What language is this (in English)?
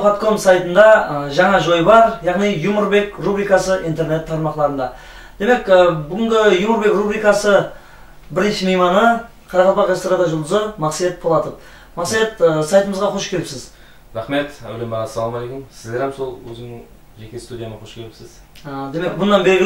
Kara-Kalpak